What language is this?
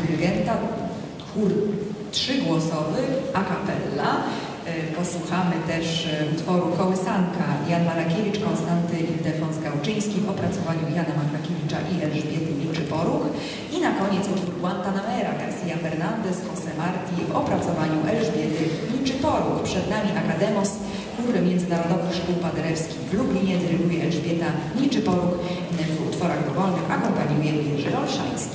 Polish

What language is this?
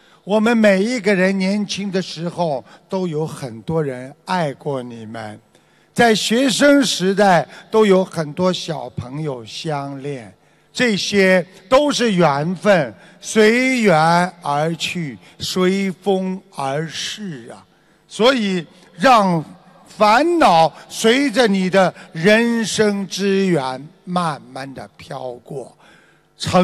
Chinese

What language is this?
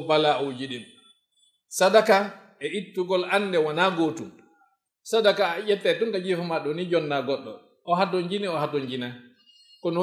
Fula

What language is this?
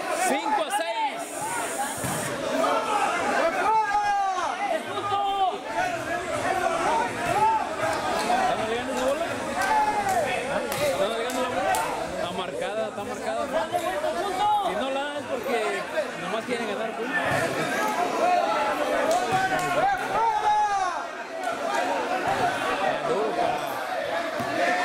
Spanish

